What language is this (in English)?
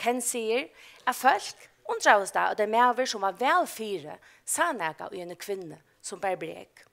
Faroese